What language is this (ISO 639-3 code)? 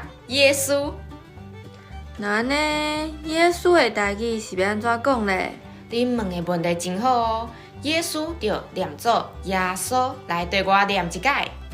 nan